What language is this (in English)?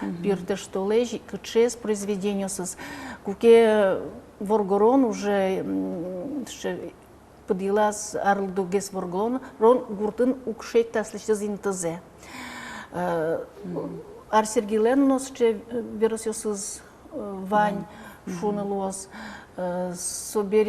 Udmurt